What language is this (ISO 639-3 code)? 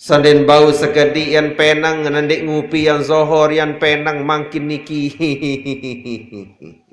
sas